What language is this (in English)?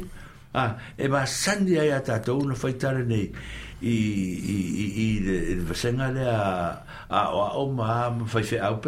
Samoan